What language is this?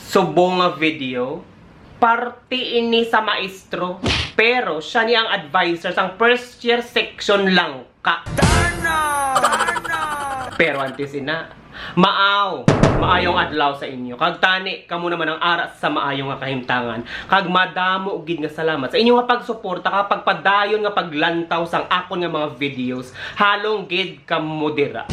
Hiligaynon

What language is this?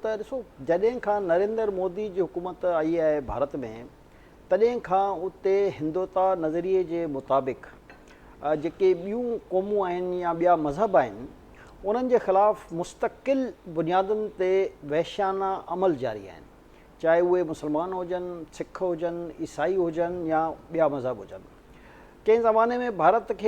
Sindhi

